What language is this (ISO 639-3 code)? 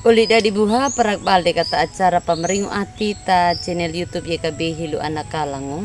akg